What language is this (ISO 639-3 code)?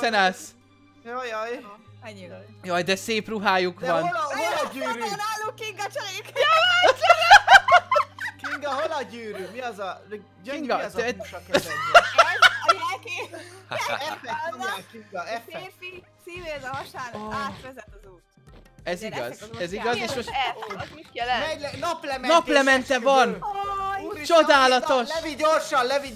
hun